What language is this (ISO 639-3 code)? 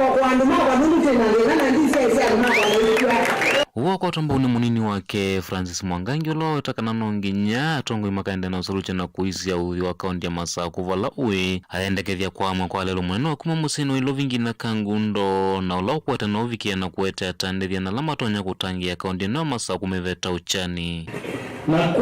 kam